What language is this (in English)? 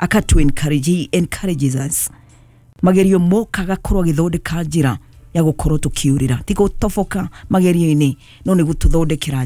Kikuyu